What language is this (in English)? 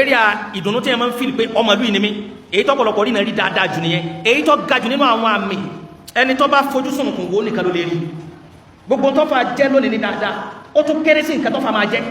Yoruba